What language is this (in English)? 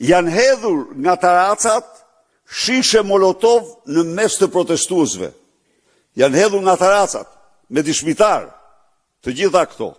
Albanian